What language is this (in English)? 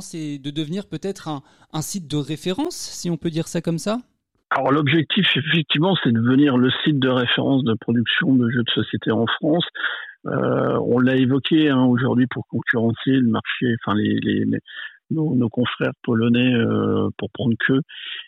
French